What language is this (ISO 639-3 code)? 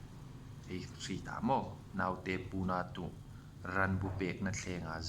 hmr